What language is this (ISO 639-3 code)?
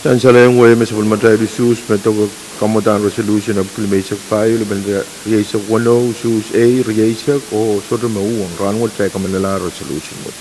pon